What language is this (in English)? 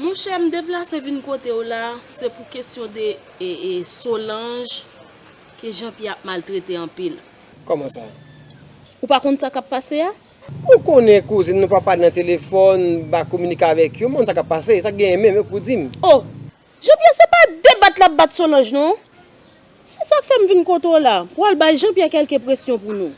Haitian Creole